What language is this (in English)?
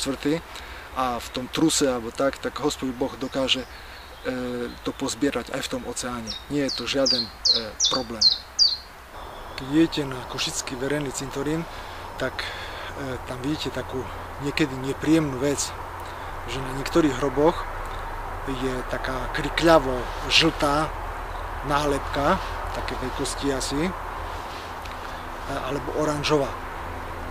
Slovak